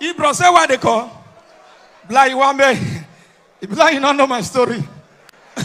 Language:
Nigerian Pidgin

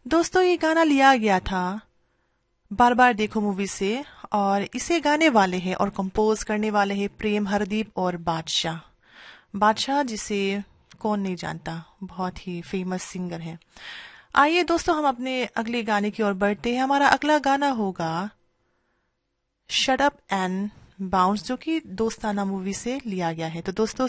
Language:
Hindi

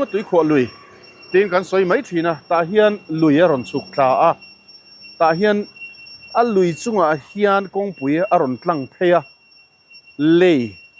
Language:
Mizo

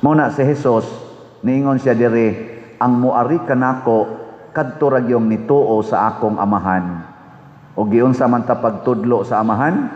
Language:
Cebuano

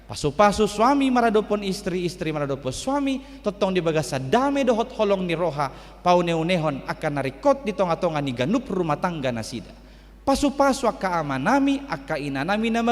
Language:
Batak Toba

